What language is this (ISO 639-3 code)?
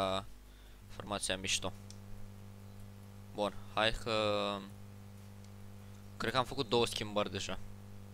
ron